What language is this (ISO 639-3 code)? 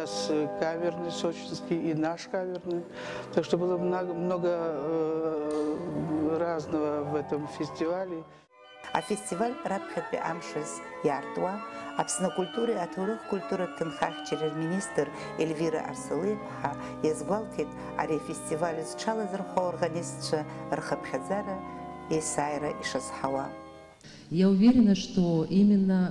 abk